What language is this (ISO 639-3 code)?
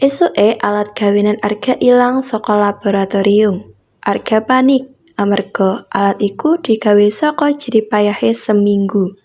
jav